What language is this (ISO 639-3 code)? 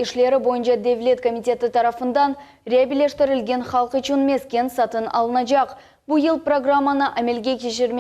crh